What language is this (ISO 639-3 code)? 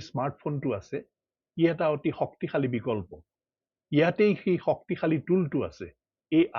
asm